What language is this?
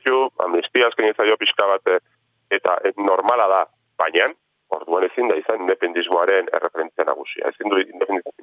Basque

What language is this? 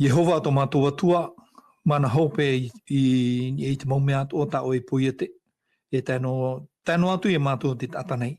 Tahitian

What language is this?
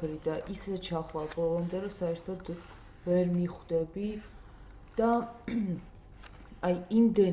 Georgian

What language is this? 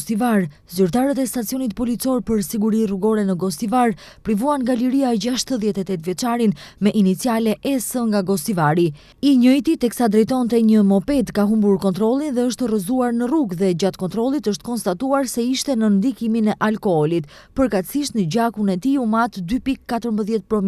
Albanian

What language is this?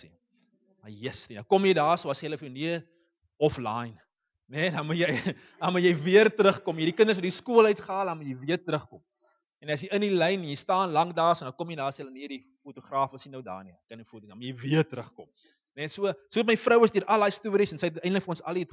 Afrikaans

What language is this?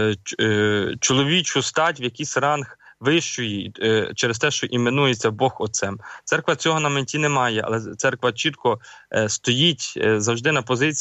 Ukrainian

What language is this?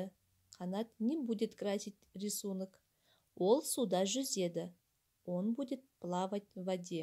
Kazakh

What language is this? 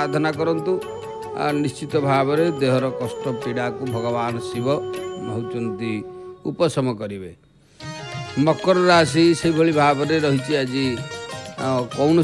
Odia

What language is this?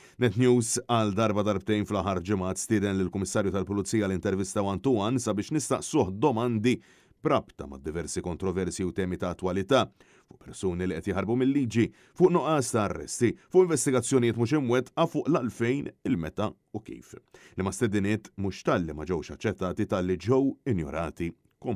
Maltese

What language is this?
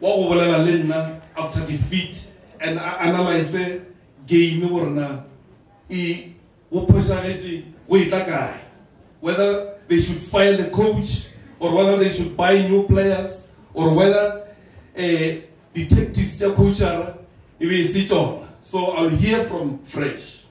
Northern Sotho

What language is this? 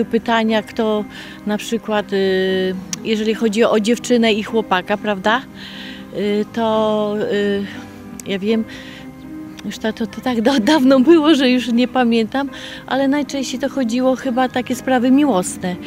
Polish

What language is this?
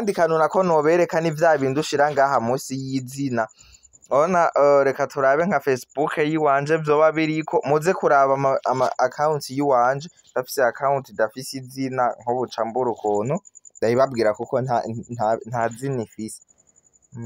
Rundi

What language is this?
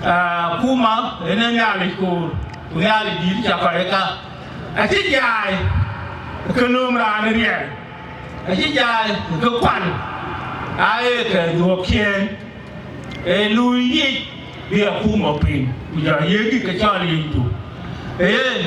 Dinka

